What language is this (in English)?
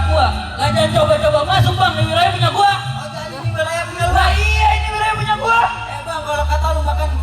Betawi